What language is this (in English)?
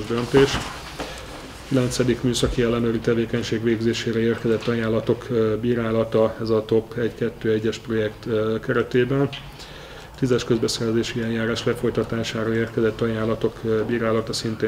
Hungarian